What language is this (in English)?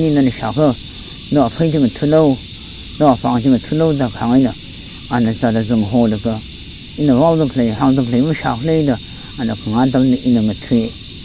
Tangkhul Naga (India)